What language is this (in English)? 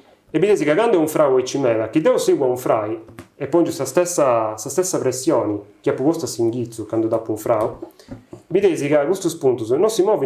Sardinian